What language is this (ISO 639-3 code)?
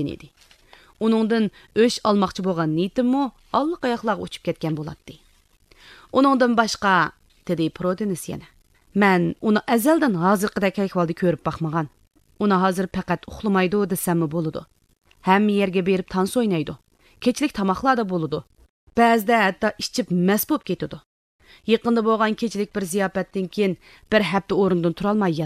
uig